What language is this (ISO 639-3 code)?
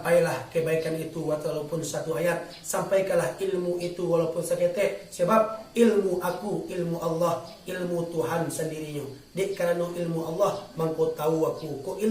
min